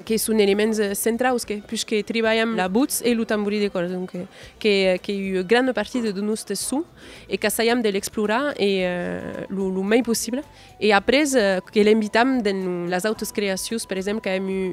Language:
Occitan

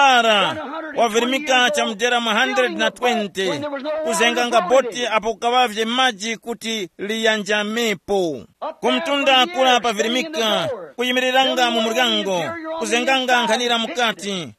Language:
Tumbuka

